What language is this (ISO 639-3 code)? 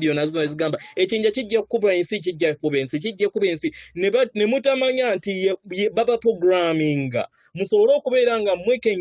lug